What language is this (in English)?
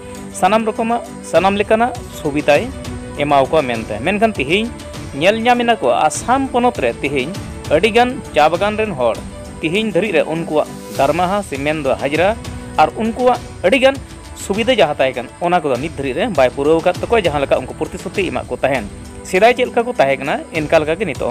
Santali